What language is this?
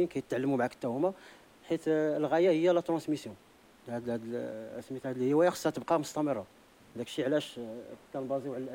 Moroccan Arabic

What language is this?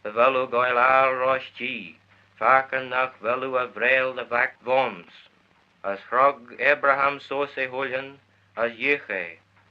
Manx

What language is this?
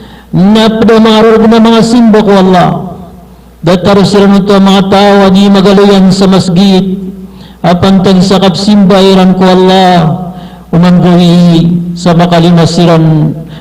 Maranao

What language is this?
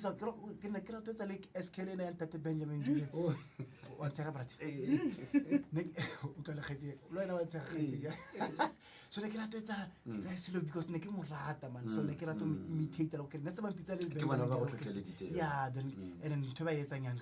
Northern Sotho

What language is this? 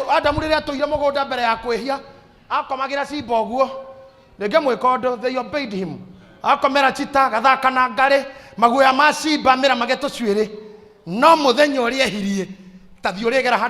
Kikuyu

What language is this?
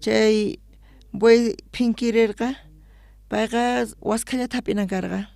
South Bolivian Quechua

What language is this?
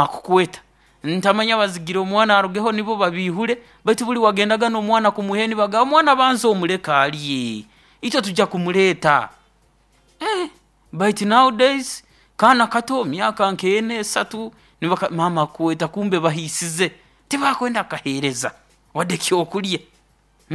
Nyoro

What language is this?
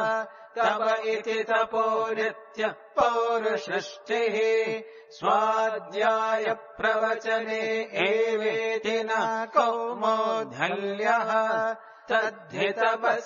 Sanskrit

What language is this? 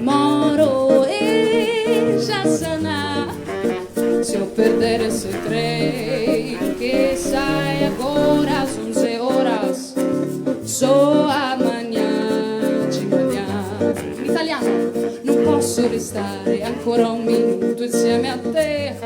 Venetian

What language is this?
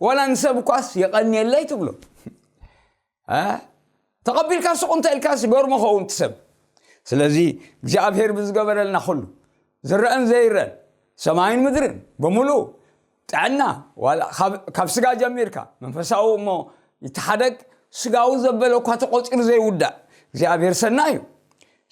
Tigrinya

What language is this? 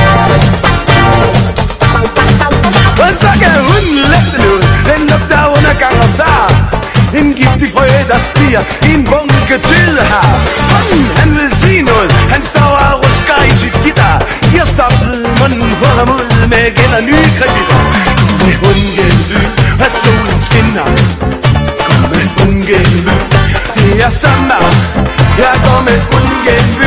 Danish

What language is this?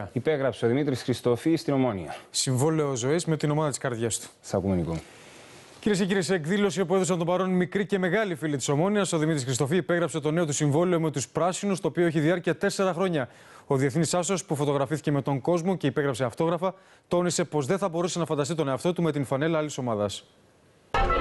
Greek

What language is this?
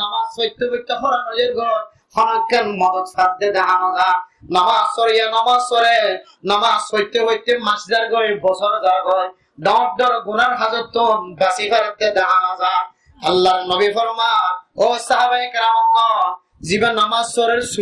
Rohingya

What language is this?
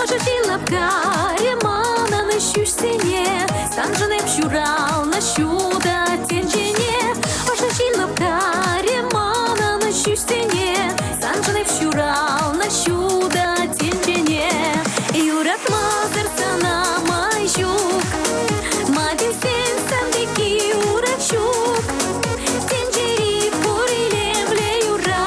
Chuvash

